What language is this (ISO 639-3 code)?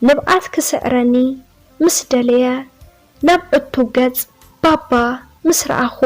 tir